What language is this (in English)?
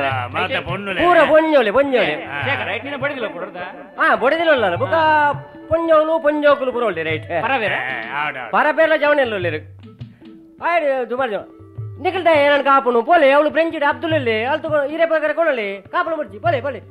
Tulu